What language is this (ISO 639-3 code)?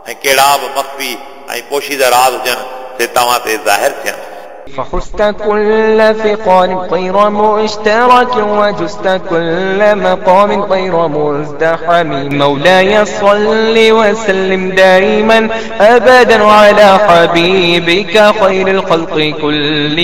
snd